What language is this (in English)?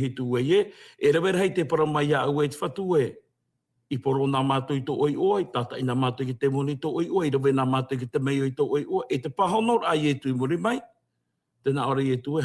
Tahitian